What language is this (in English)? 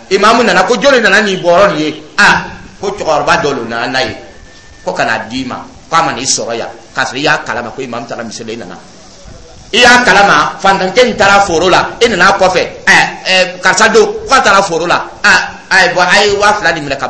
Dyula